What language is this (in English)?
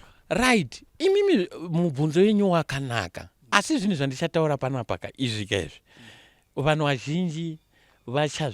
Shona